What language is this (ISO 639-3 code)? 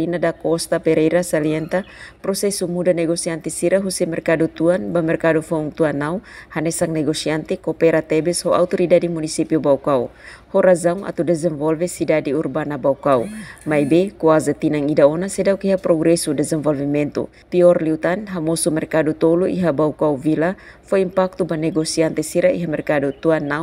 tet